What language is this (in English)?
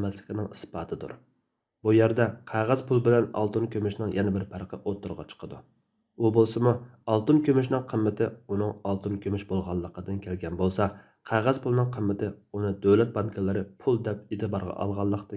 Uyghur